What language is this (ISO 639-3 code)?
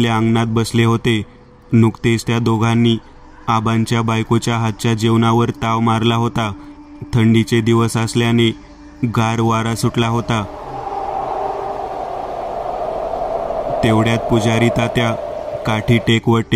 mar